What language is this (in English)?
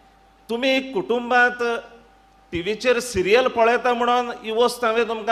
Konkani